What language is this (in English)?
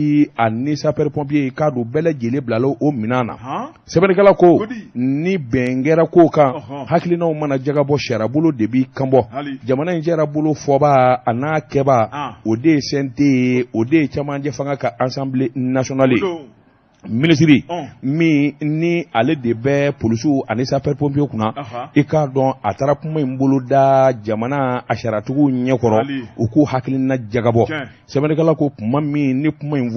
Bambara